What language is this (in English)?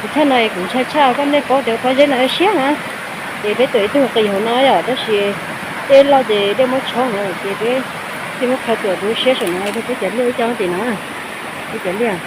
Hmong